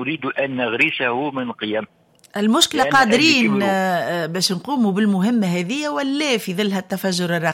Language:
Tunisian Arabic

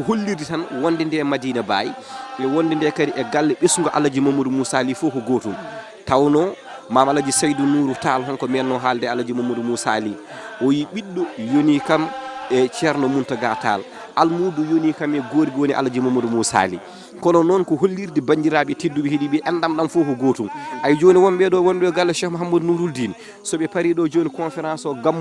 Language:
Fula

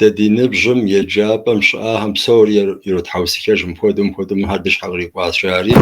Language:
Kabardian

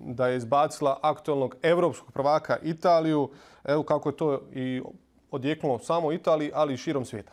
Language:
Bosnian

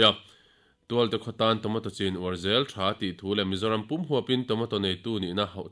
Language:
Mizo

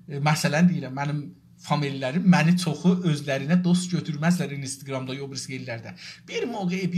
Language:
South Azerbaijani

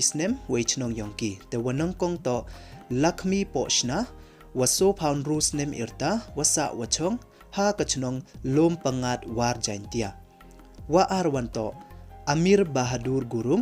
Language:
Pnar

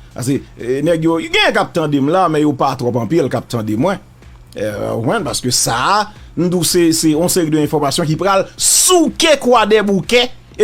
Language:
Haitian Creole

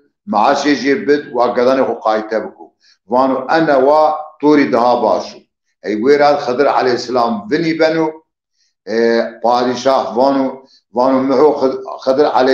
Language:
Zaza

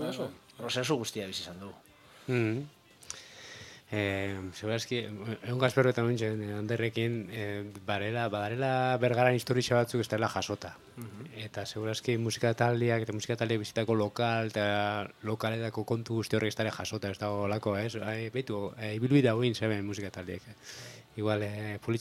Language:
Basque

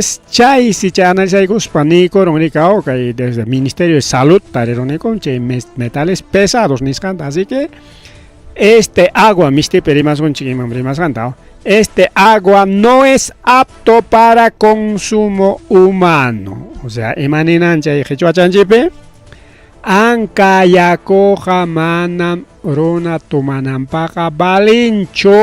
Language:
Ayacucho Quechua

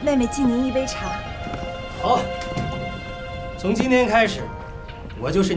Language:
Chinese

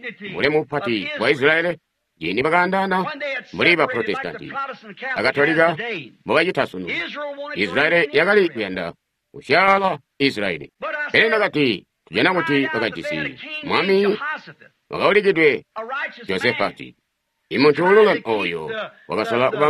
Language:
Tonga (Zambia)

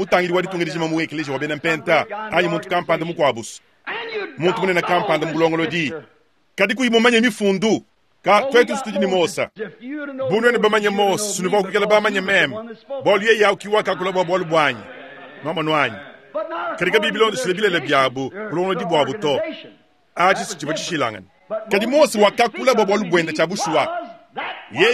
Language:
Luba-Lulua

